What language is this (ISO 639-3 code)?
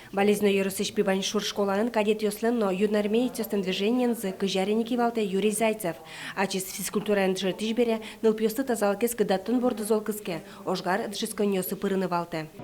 udm